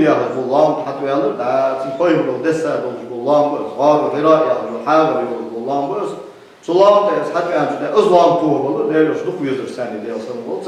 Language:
Ingush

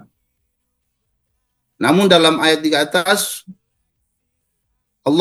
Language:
Indonesian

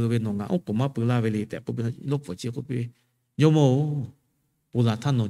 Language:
Lahu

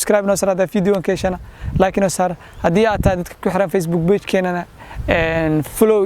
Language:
Somali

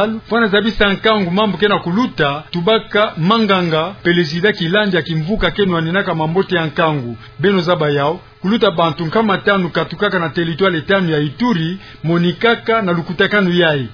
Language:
Kituba (Democratic Republic of Congo)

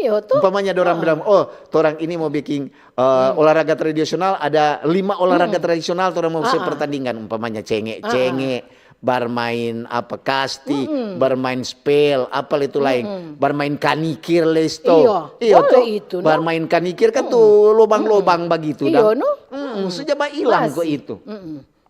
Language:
Manado Malay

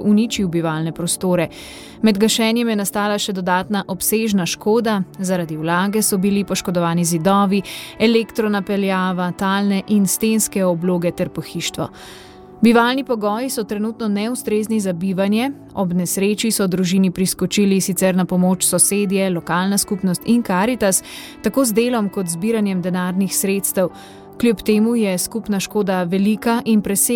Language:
Slovenian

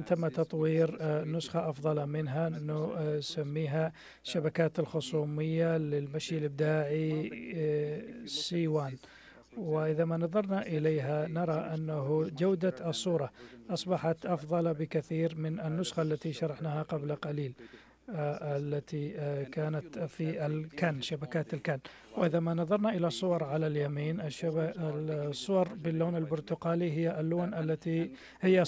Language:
Arabic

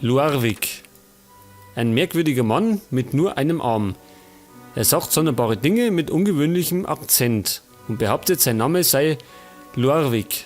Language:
Bavarian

